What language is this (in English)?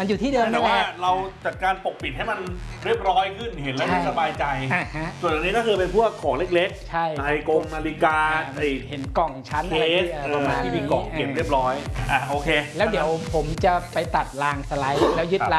Thai